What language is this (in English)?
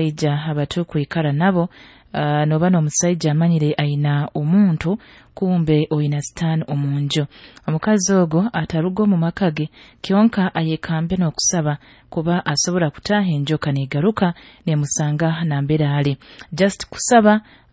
Nyoro